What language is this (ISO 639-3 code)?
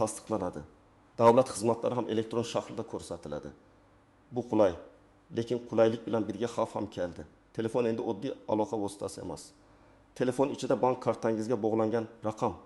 uzb